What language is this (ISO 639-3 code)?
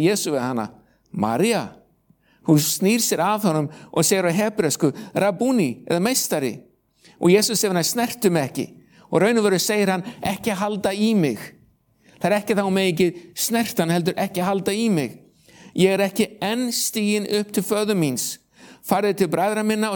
isl